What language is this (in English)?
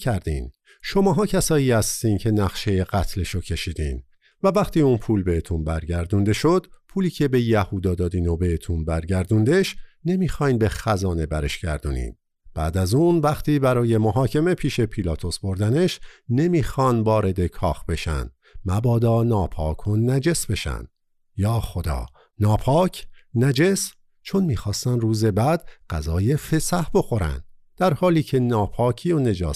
Persian